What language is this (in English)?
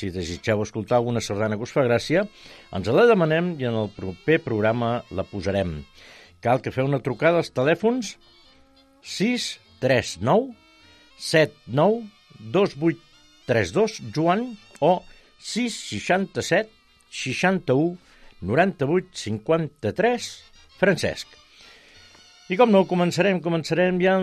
Catalan